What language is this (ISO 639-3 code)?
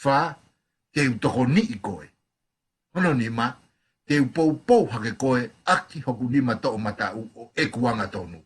ton